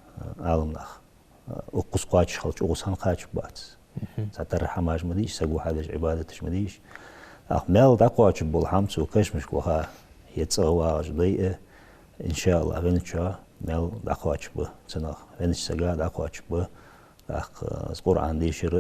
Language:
Ingush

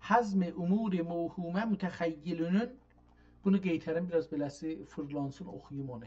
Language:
South Azerbaijani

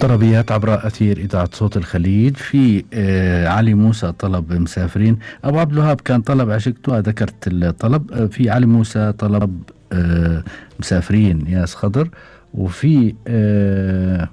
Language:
Gulf Arabic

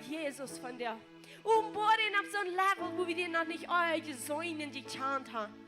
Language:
Plautdietsch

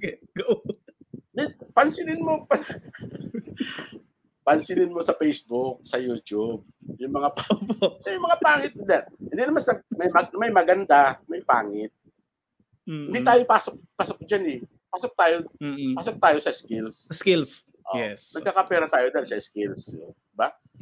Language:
Filipino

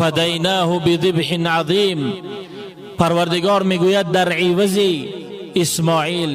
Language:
Tajik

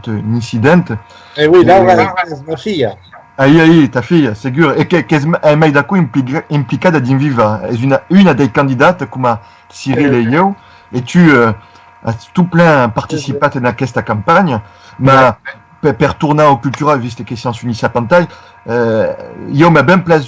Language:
Occitan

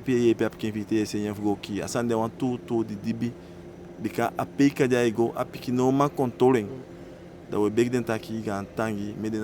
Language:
Eastern Maroon Creole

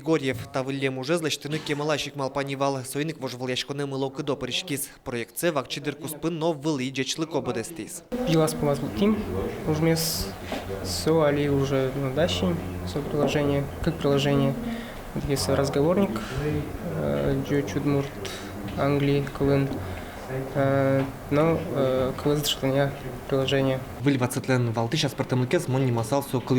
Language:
Udmurt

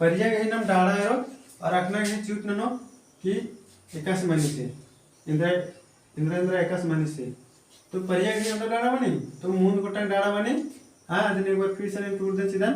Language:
Kurukh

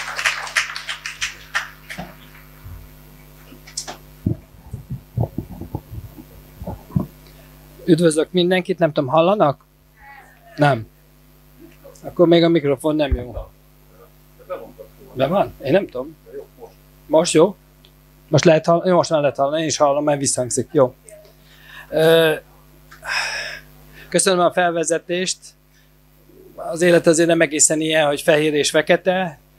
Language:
Hungarian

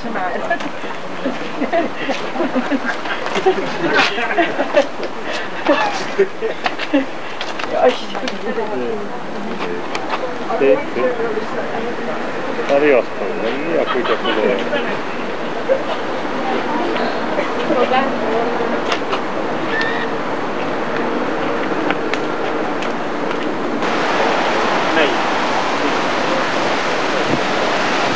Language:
Hungarian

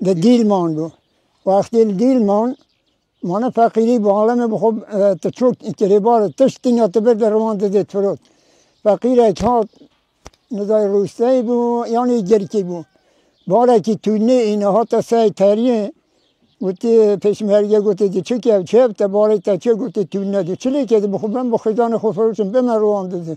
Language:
Kurdish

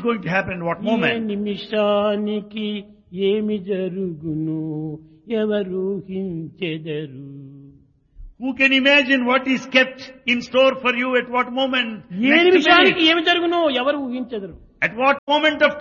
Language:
Telugu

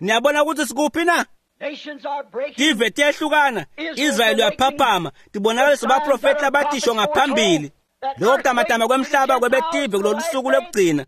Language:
Swati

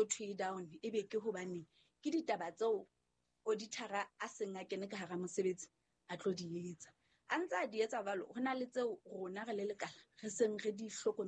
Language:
Southern Sotho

